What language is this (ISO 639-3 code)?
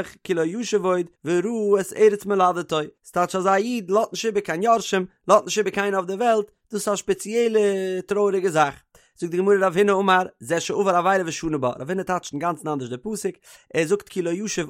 yid